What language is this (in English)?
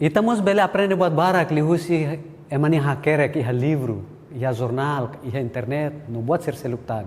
Tetum